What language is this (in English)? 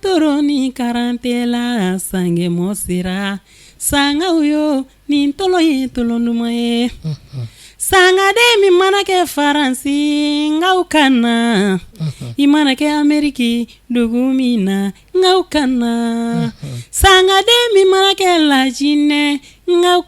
Bambara